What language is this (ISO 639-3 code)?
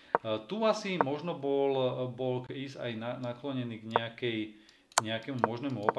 slk